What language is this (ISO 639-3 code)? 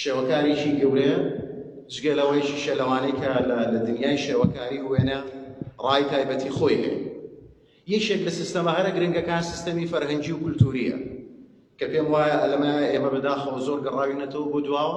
ckb